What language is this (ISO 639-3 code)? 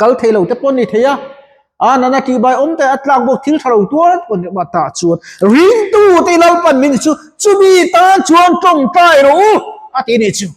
lus